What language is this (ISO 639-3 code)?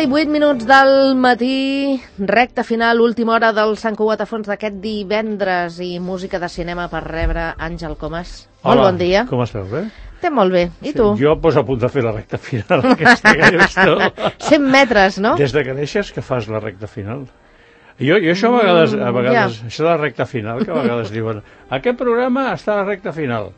cat